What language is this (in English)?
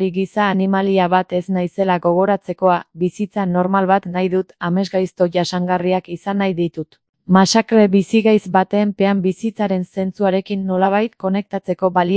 Basque